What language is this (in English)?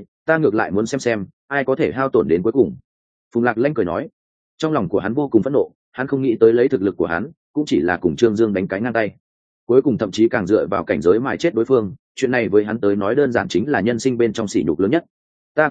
Vietnamese